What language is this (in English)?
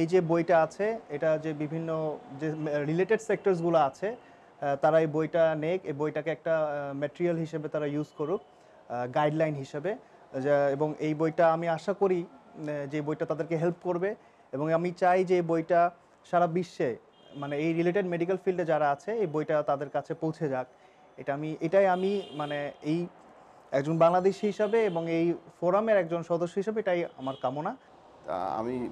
Bangla